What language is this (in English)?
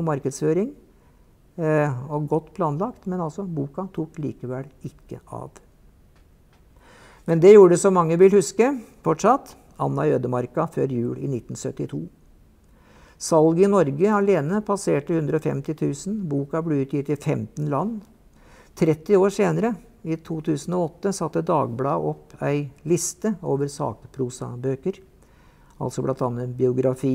Norwegian